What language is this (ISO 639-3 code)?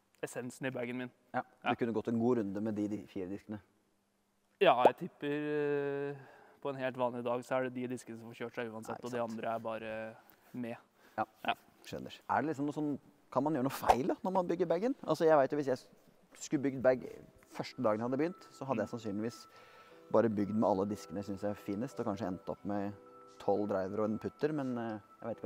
nor